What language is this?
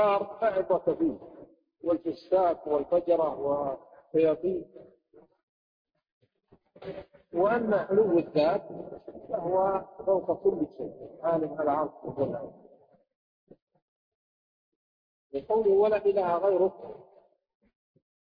Arabic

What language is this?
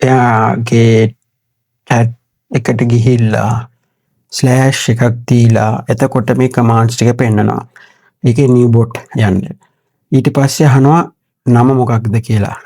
Sinhala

